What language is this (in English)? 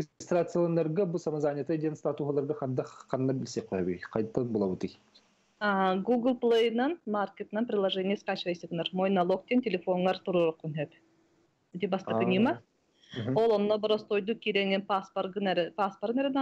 Yakut